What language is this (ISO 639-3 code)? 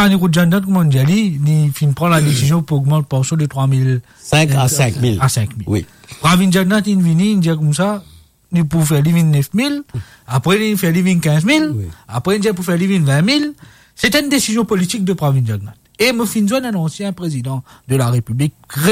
mfe